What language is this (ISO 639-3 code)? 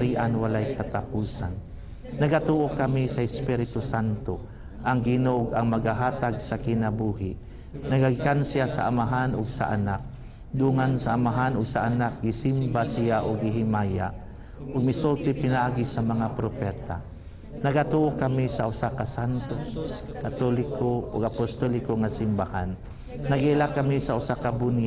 ceb